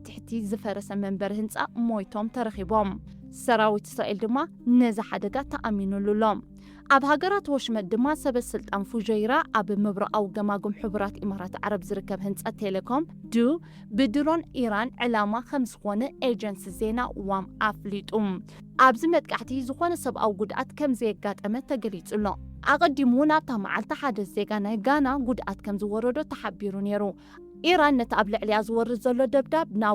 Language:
Tigrinya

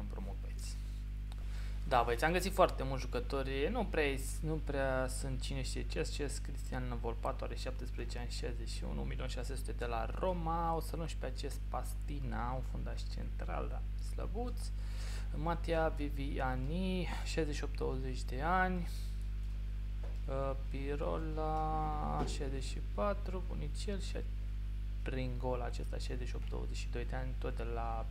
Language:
Romanian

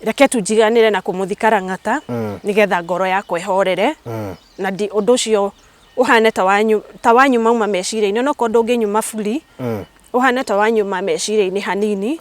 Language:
Kikuyu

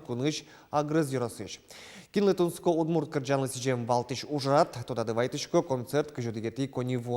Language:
Udmurt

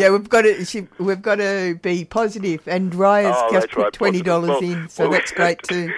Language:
English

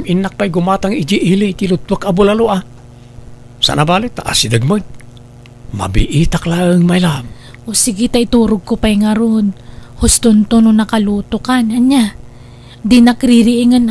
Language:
Iloko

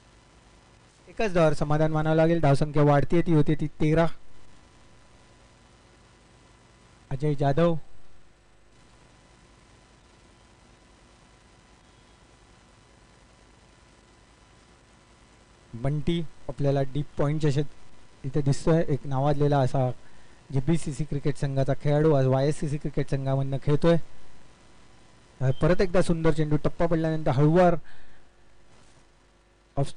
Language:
Marathi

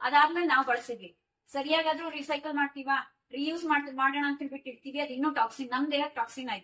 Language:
Kannada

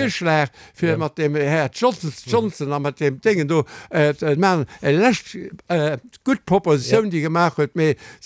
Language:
Luxembourgish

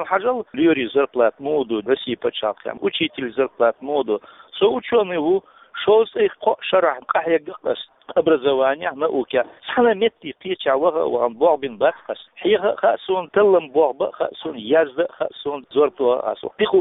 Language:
Chechen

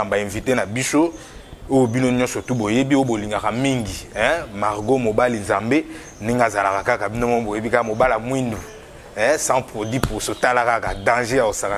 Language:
Lingala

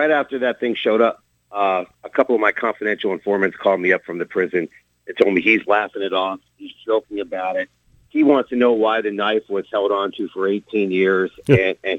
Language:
English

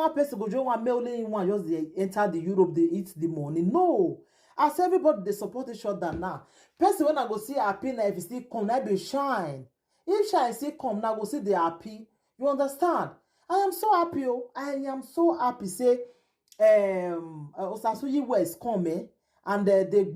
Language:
Nigerian Pidgin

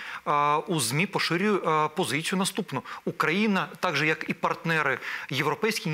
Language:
Ukrainian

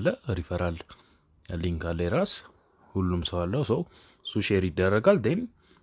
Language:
Amharic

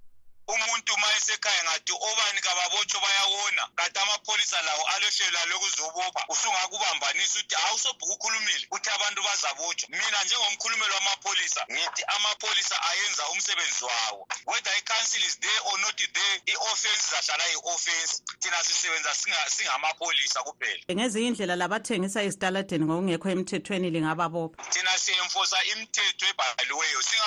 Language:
North Ndebele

